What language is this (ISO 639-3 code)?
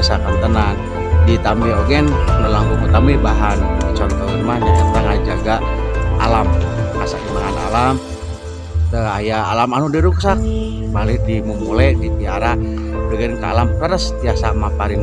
sun